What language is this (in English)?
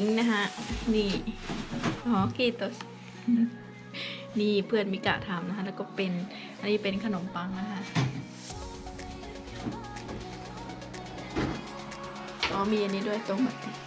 Thai